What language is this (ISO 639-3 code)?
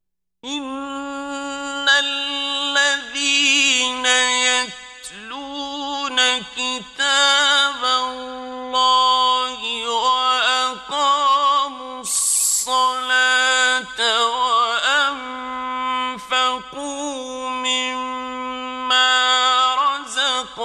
ara